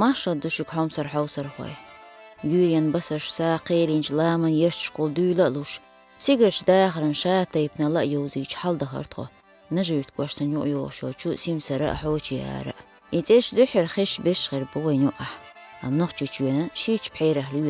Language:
Chechen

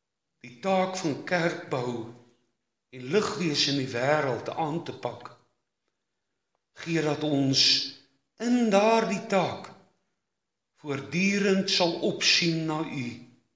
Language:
Afrikaans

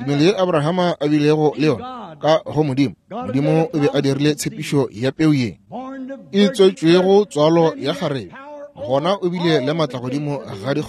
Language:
Northern Sotho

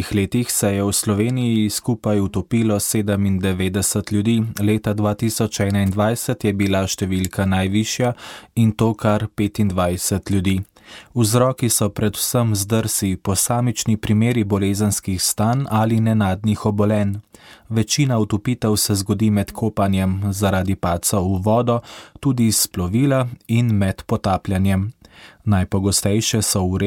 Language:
Slovenian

